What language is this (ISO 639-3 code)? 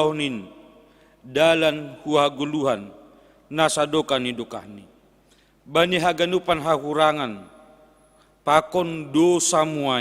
bts